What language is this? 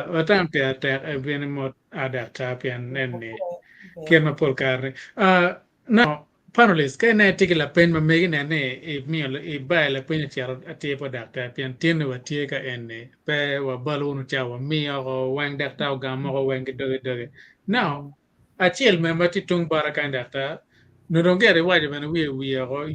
Acoli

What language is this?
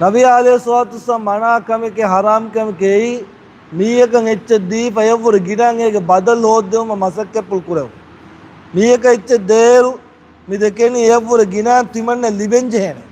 Divehi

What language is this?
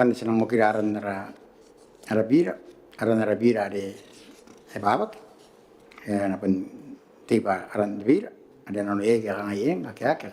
Gilbertese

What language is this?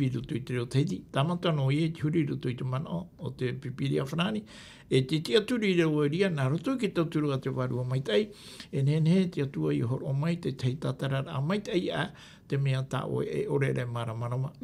Tahitian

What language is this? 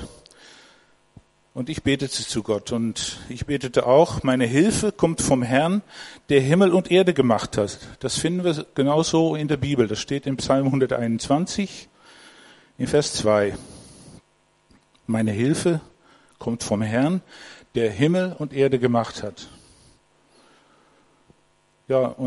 German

